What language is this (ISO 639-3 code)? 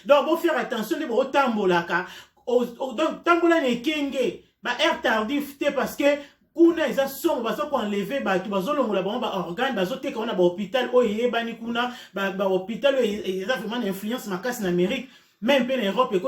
lin